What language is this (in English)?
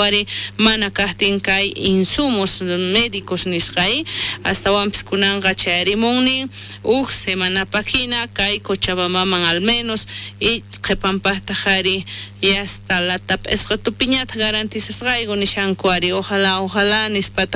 South Bolivian Quechua